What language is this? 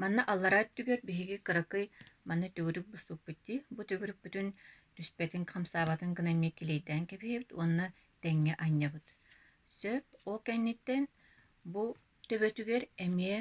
Yakut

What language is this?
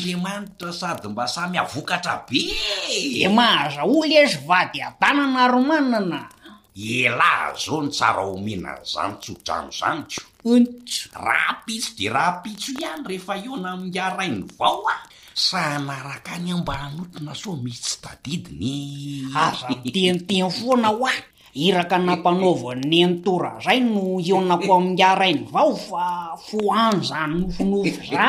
Malagasy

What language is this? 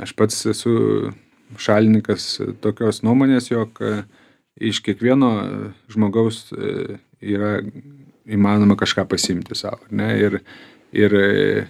Lithuanian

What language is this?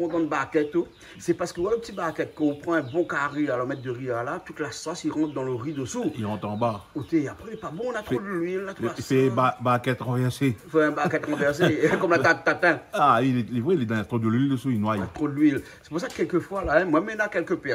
Réunion Creole French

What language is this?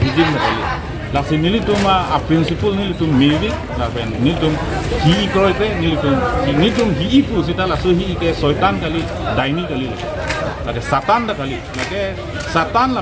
Karbi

